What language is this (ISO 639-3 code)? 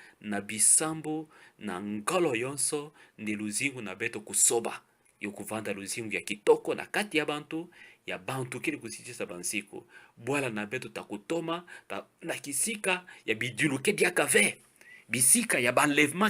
ktu